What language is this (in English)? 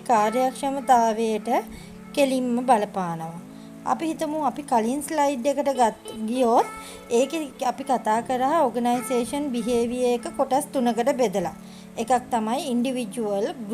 Sinhala